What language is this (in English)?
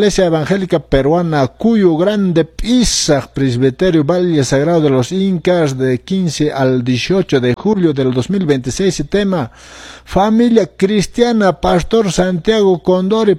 Quechua